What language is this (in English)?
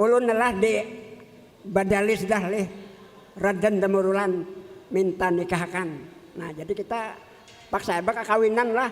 Banjar